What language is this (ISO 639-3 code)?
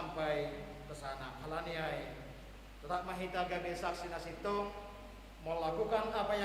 bts